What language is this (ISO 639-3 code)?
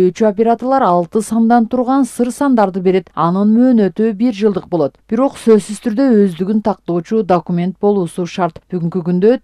kir